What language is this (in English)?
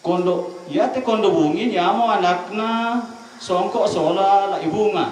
Toraja-Sa'dan